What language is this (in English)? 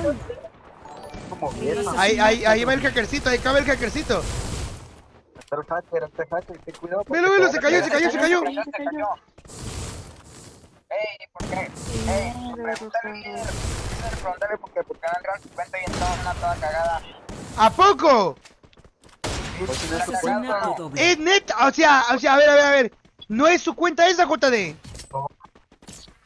Spanish